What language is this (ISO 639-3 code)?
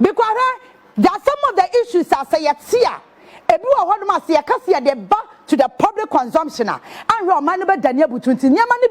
aka